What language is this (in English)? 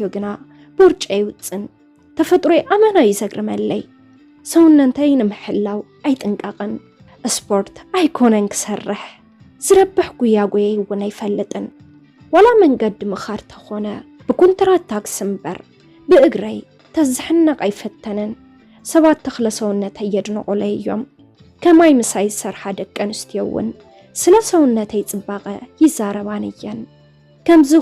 Tigrinya